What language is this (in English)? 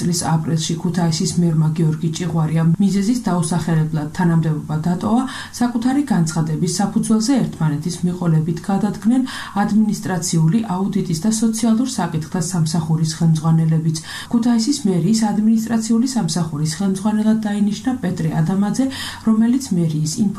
Georgian